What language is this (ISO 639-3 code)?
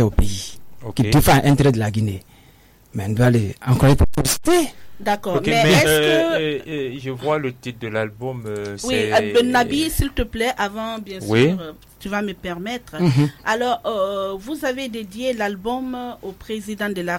fra